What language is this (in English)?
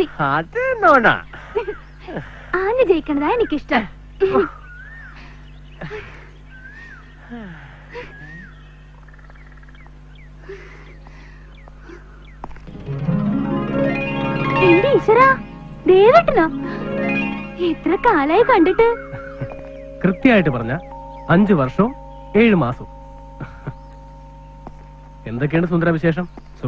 Malayalam